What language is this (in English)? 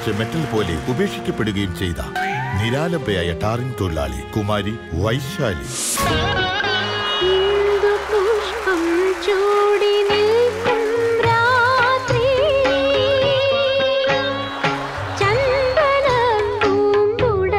Malayalam